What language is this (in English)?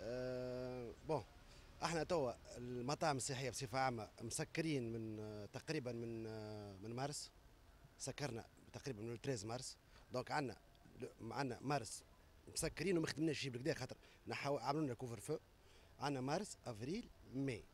Tunisian Arabic